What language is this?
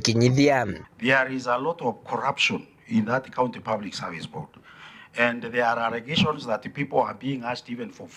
Meru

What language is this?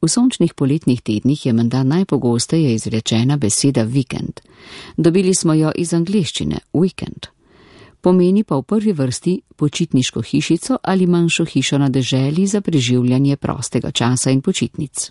Slovenian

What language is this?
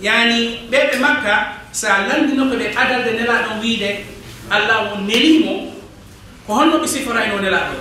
Fula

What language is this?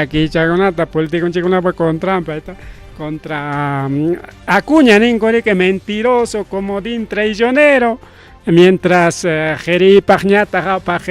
Ayacucho Quechua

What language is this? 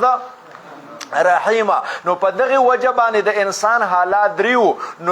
Pashto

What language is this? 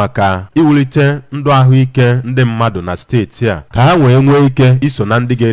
Igbo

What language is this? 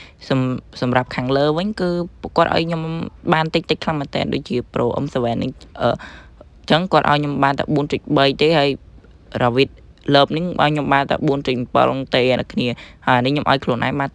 Khmer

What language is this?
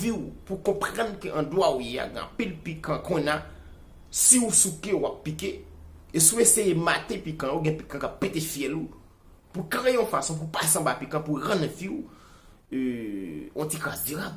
Haitian Creole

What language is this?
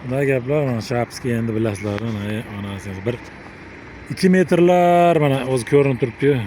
Uzbek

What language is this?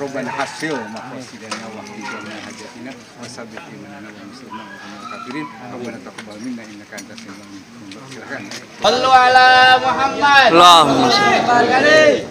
Betawi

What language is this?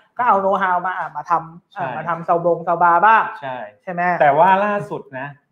Thai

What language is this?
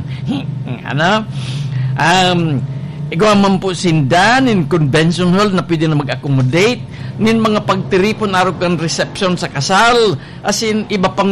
Bikol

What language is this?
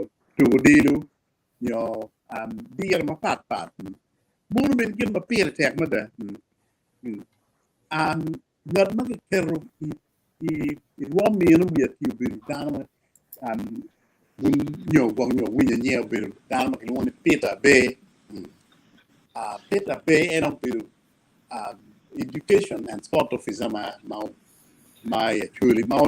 Acoli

